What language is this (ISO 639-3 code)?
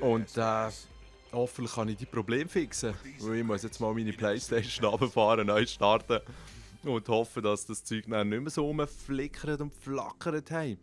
gsw